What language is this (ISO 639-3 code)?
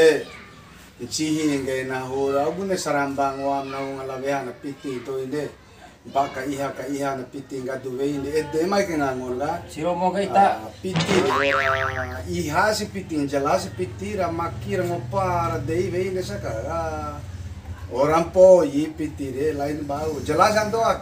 bhp